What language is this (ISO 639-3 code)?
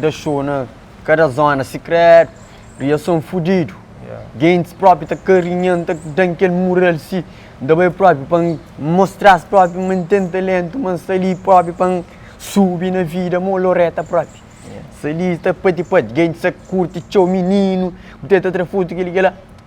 kea